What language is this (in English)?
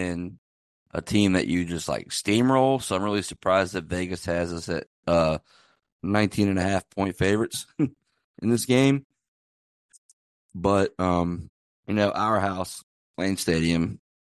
English